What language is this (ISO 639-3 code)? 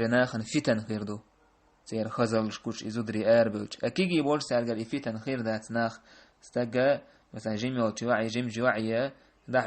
che